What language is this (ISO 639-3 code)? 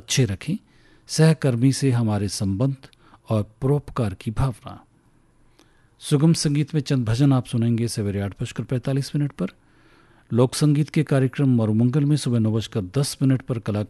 hin